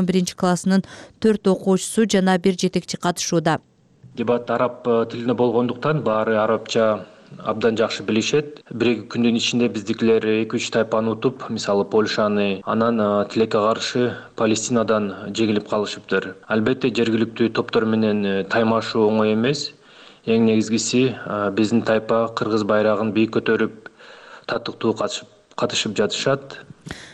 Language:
Kyrgyz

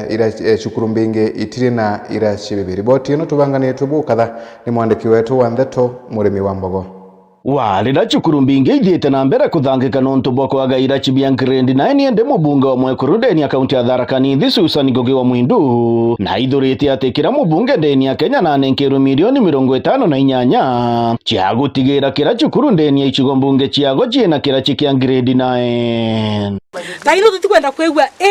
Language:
Meru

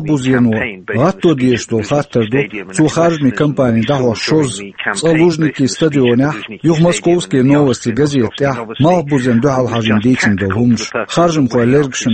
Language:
Chechen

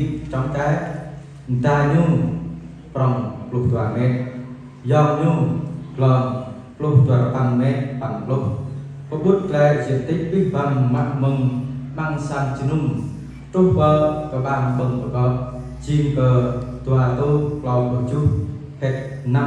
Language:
Jarai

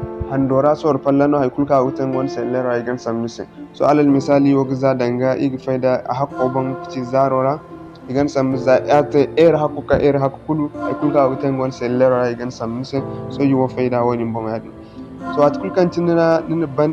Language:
Zarma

